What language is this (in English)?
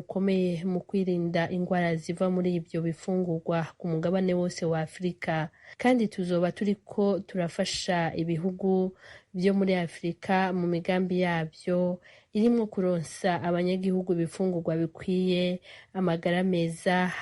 Rundi